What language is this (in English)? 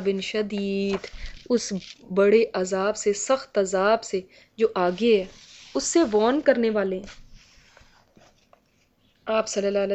Urdu